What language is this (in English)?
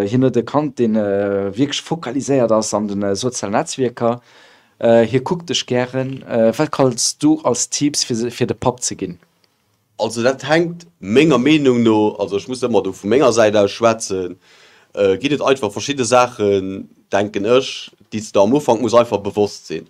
Luxembourgish